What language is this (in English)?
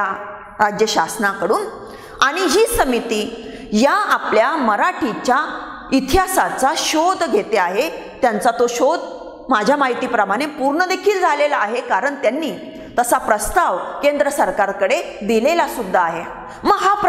Marathi